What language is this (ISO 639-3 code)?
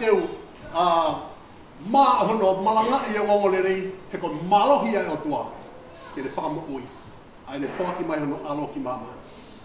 ton